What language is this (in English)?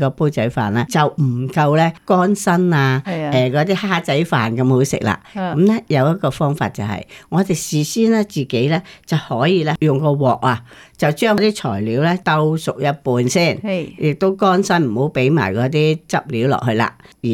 Cantonese